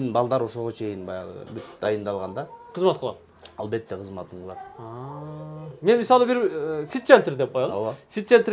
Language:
Kyrgyz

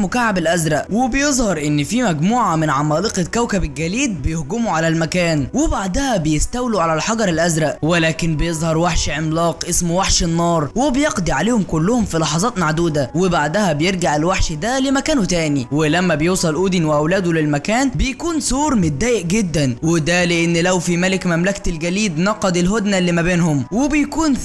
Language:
Egyptian Arabic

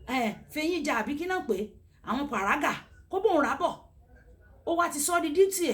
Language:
Yoruba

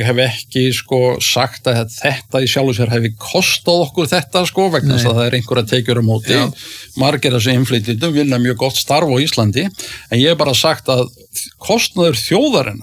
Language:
Icelandic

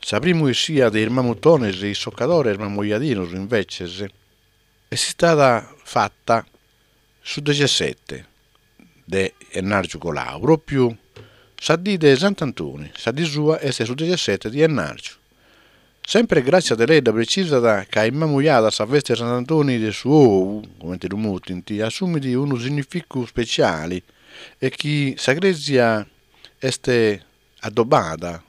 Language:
Sardinian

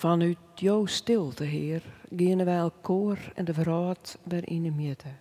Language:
Western Frisian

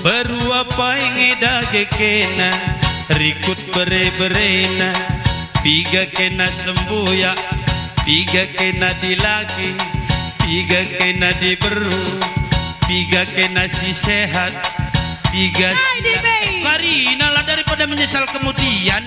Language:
Batak Karo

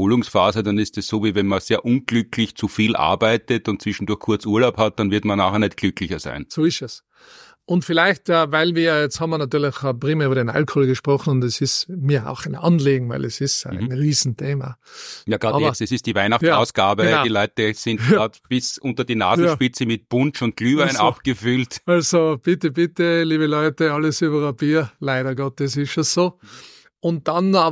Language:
German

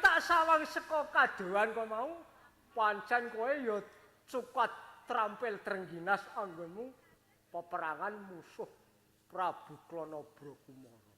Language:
Javanese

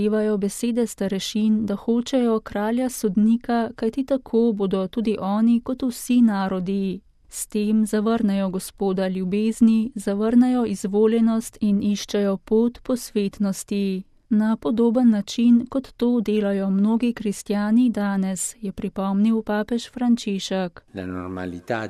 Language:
Slovenian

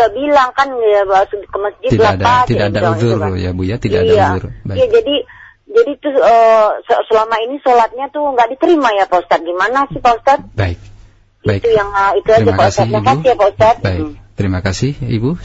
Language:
Indonesian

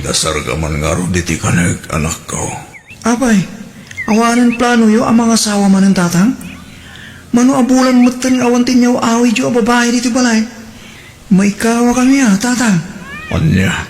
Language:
Iloko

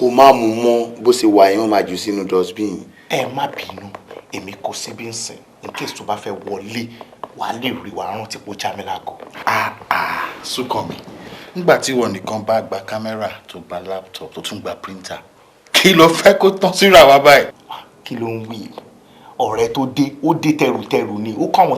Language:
Yoruba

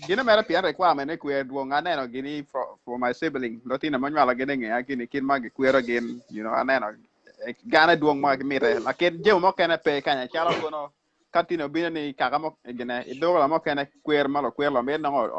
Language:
Acoli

